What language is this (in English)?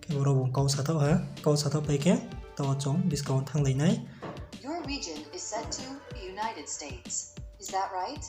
Riang (India)